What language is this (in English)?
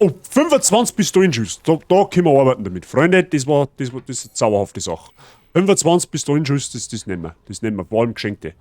Bavarian